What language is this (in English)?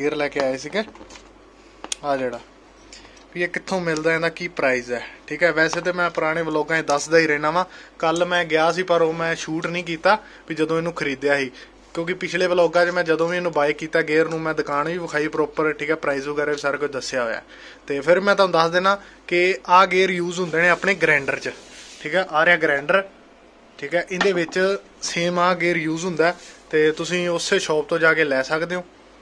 Punjabi